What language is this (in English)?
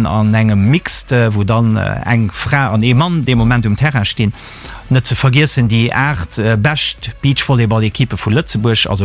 Luxembourgish